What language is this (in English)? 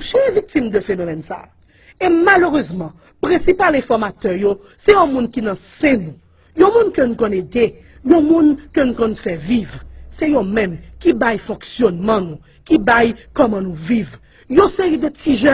Haitian Creole